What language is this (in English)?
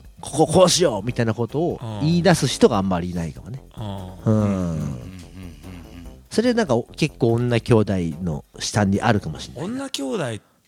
Japanese